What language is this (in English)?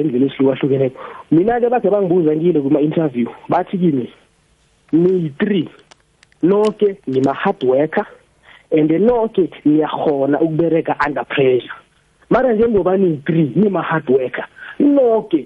South Ndebele